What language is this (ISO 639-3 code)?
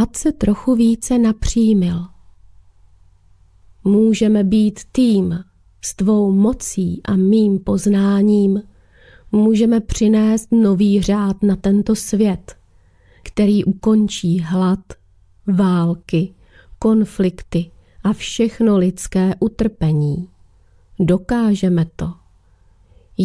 ces